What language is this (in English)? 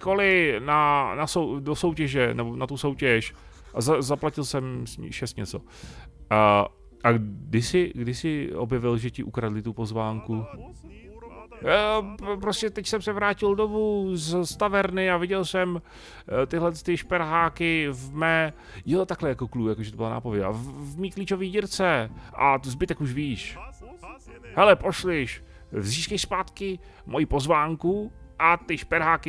Czech